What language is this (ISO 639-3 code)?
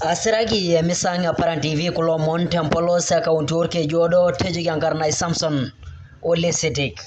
mas